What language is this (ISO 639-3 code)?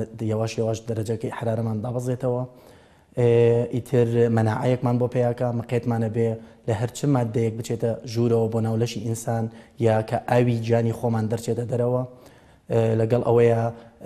ckb